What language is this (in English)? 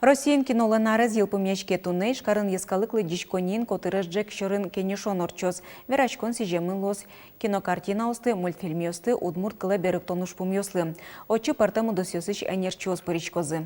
Udmurt